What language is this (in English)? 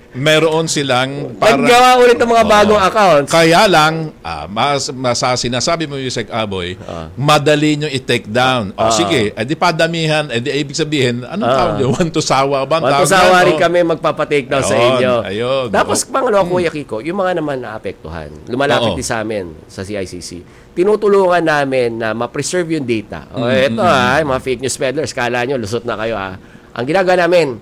Filipino